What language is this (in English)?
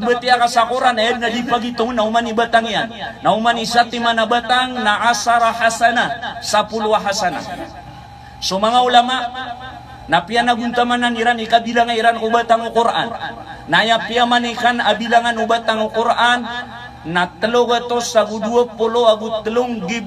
Maranao